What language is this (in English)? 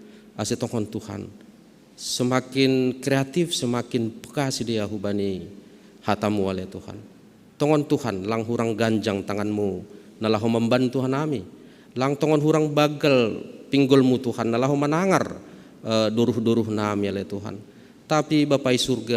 Batak Simalungun